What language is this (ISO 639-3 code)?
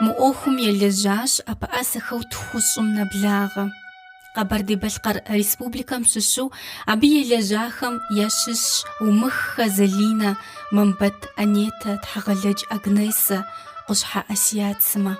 kbd